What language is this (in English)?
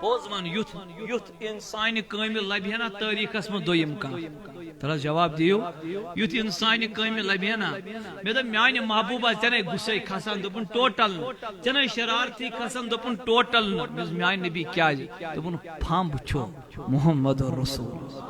Kashmiri